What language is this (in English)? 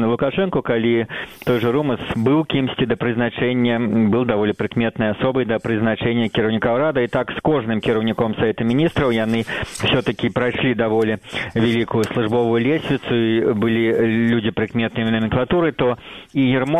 Belarusian